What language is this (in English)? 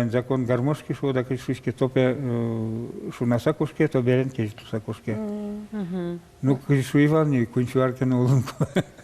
Udmurt